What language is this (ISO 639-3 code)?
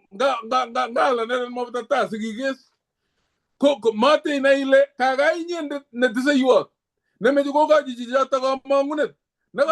kln